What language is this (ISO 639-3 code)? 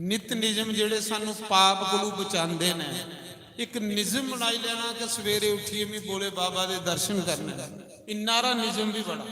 doi